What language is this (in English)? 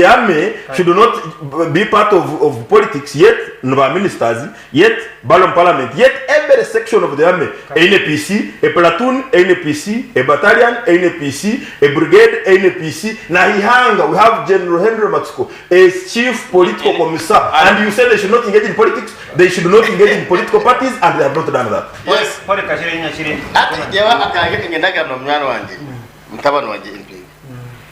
Nyankole